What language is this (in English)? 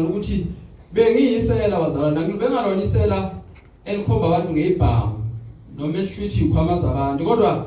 Zulu